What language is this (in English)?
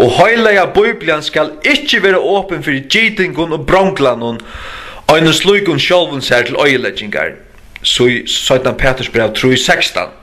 Faroese